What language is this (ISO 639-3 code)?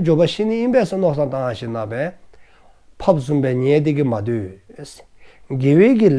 dzo